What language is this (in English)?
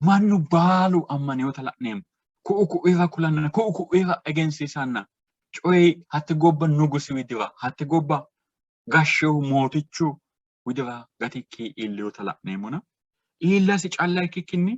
Sidamo